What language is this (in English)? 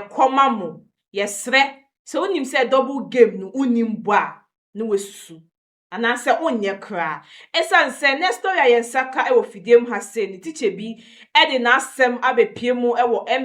Akan